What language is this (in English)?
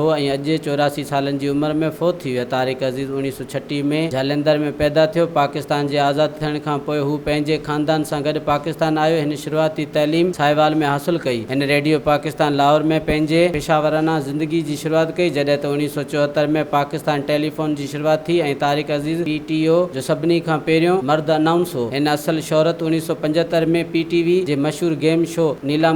Sindhi